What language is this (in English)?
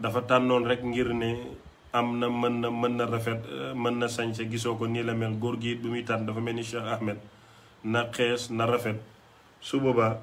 Wolof